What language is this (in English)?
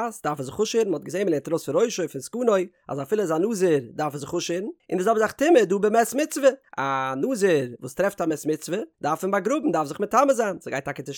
Yiddish